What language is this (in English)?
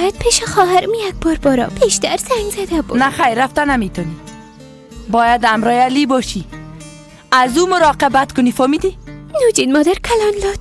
Persian